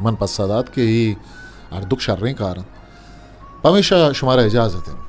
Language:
Eastern Balochi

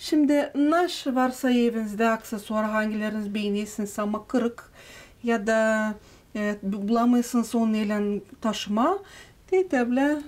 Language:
Gagauz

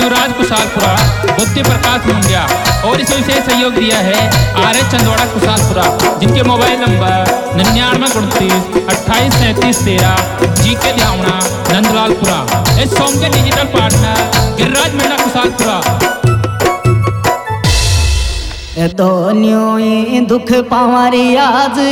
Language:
Hindi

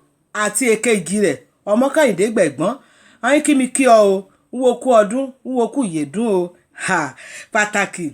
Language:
Yoruba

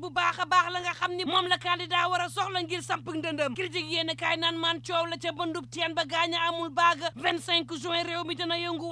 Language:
Wolof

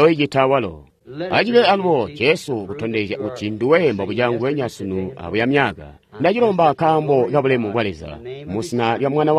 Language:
Tonga (Zambia)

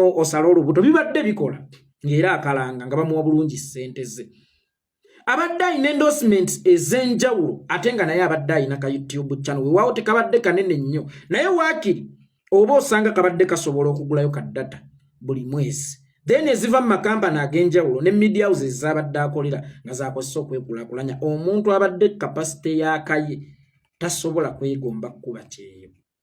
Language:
Ganda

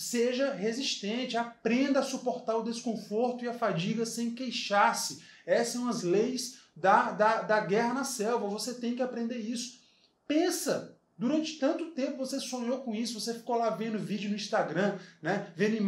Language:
Portuguese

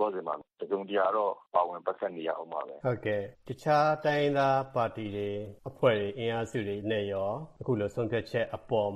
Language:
Burmese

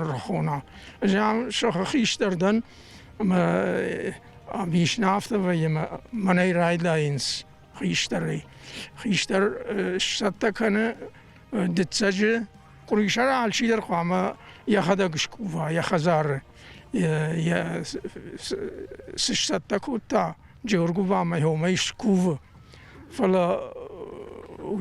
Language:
Ossetic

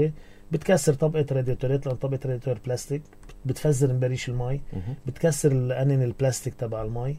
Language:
North Levantine Arabic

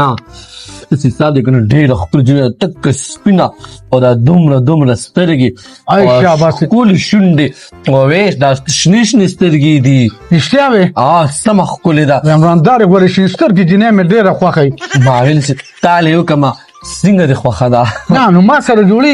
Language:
Pashto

